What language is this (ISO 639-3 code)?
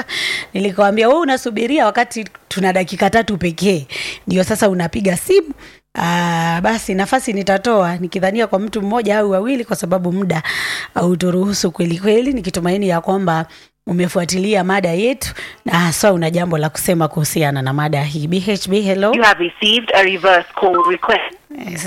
swa